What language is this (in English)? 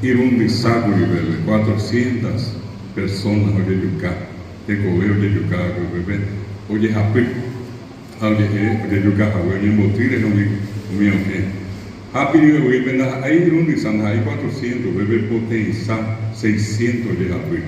Guarani